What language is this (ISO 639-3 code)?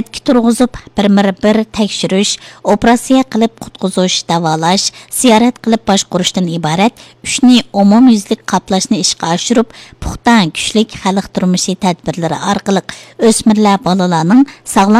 uig